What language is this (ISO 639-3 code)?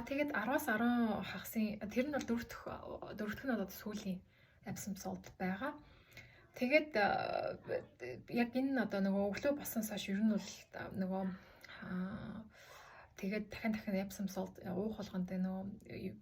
mon